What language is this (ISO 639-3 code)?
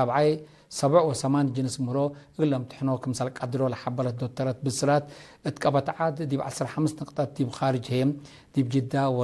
tig